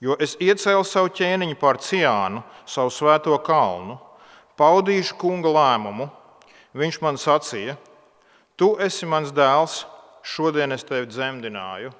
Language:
Latvian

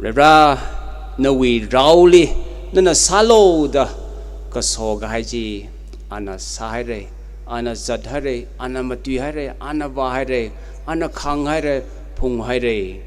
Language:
Tangkhul Naga (India)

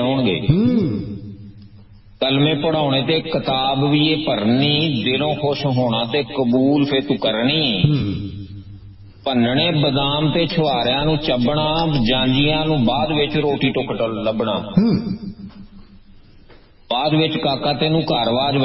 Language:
Punjabi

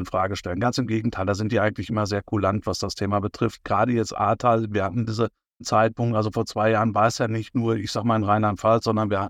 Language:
German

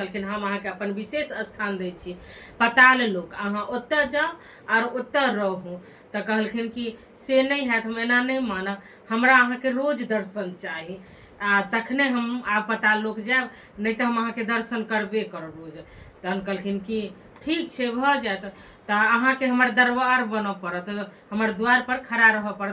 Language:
Maithili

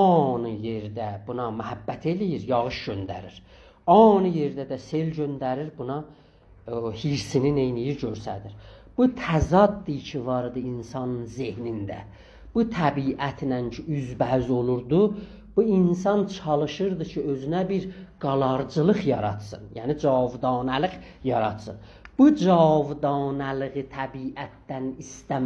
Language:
South Azerbaijani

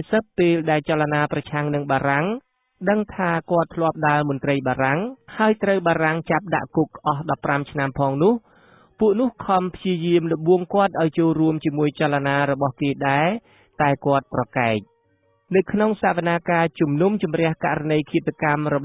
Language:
Khmer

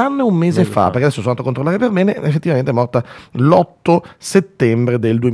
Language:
Italian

